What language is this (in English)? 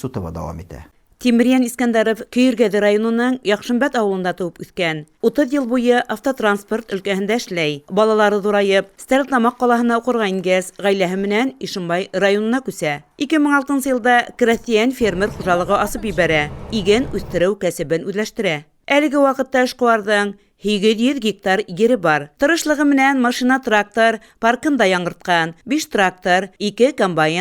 Bashkir